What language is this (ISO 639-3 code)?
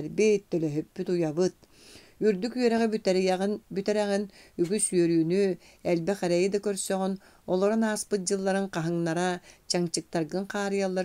sah